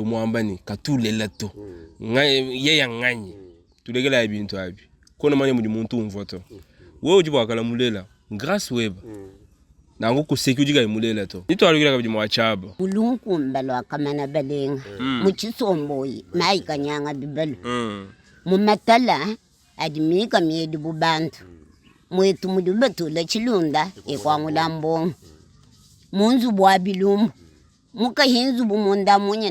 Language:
Luba-Lulua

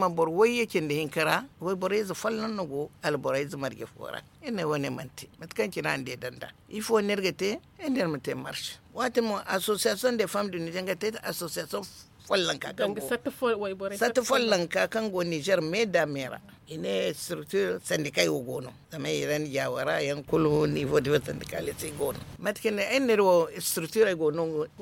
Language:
Zarma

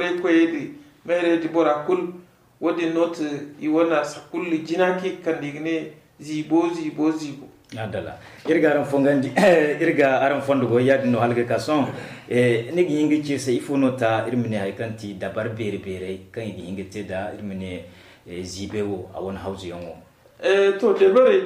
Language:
Zarma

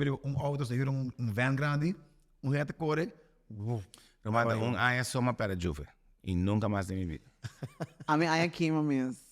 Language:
Papiamento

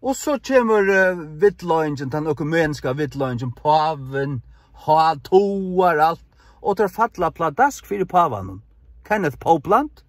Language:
Faroese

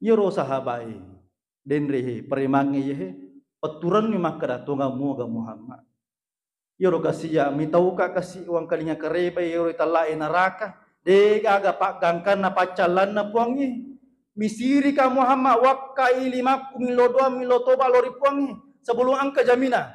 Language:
Buginese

